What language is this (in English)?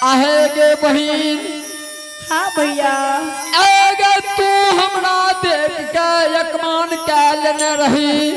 Angika